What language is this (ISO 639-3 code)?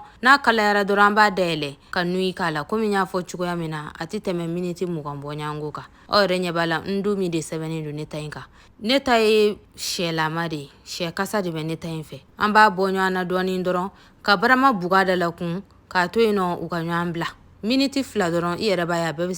bam